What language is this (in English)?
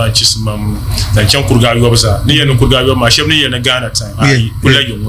Dagbani